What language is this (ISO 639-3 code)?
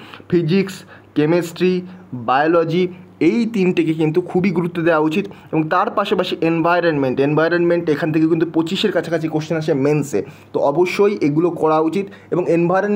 ben